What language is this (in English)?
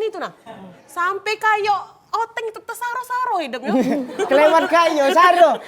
Musi